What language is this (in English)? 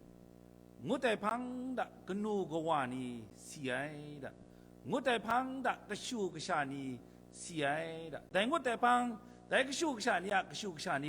Kachin